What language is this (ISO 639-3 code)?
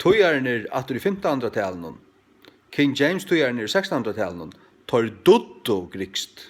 fao